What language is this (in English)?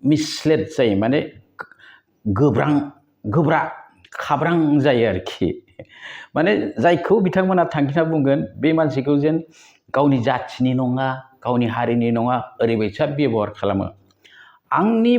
Bodo